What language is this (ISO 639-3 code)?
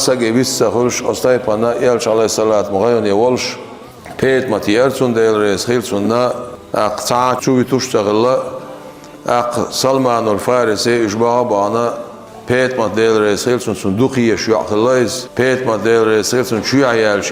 che